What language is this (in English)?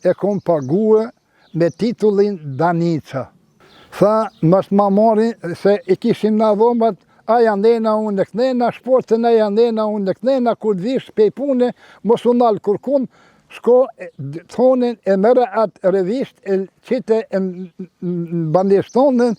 Albanian